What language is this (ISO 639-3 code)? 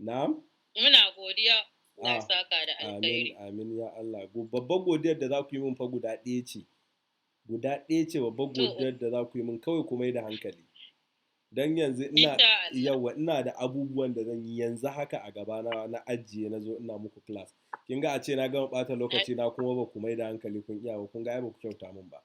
hau